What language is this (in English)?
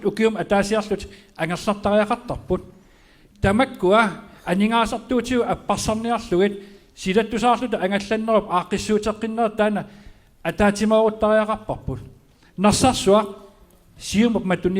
Kalaallisut